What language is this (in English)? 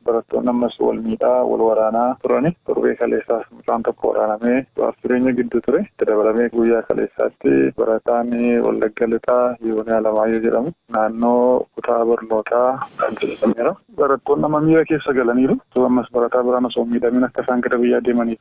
Oromo